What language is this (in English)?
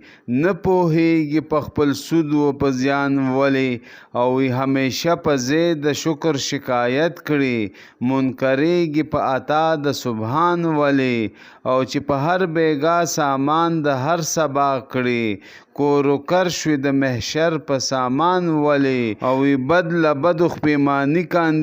Pashto